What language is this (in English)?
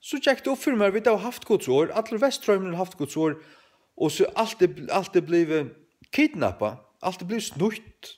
Faroese